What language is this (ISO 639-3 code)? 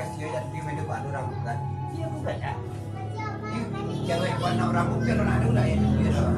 min